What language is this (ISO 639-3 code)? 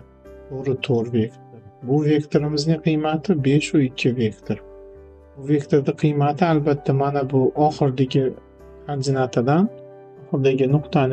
uzb